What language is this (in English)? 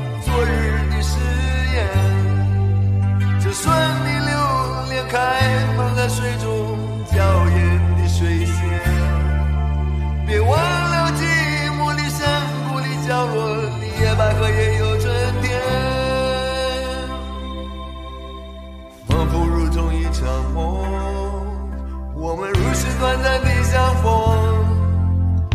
Chinese